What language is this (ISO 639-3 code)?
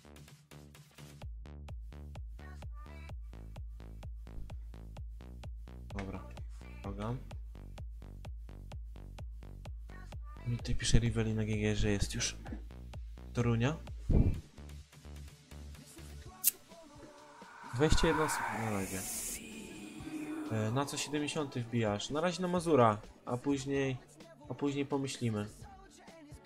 pol